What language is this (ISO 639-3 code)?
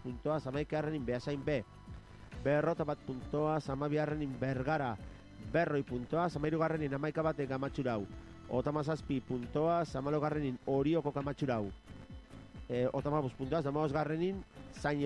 eus